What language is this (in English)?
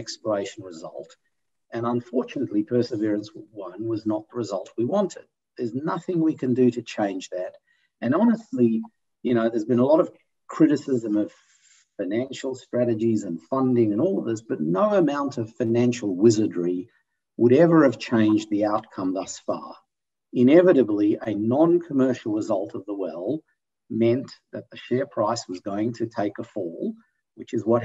English